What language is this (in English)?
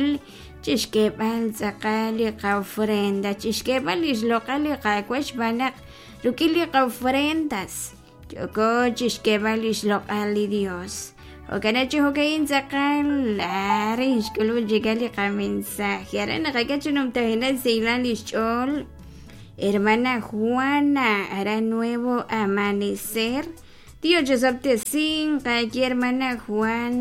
Kekchí